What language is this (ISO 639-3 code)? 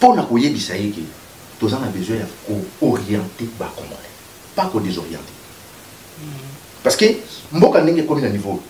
lin